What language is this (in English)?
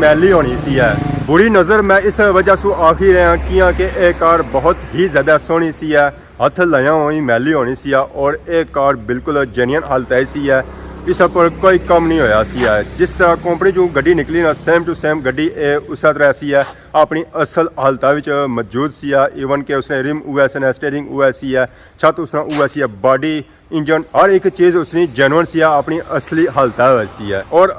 Pahari-Potwari